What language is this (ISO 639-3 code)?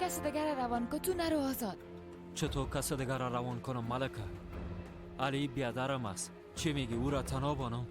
fas